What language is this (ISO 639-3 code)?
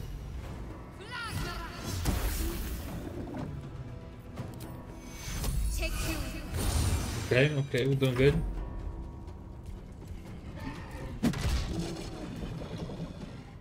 eng